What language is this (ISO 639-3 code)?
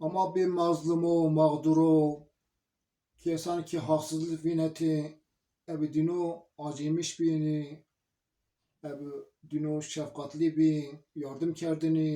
zza